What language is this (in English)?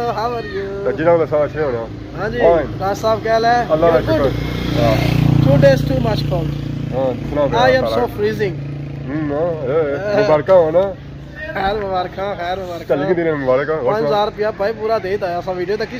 Pahari-Potwari